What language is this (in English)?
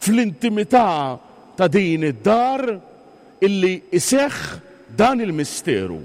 Maltese